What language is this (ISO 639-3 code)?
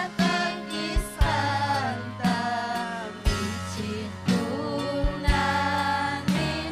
quy